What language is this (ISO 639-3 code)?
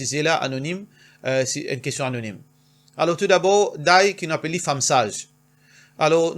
mfe